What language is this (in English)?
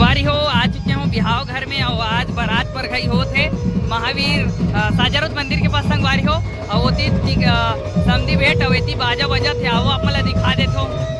Chhattisgarhi